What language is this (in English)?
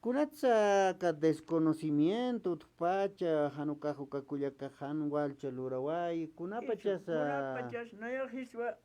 Aymara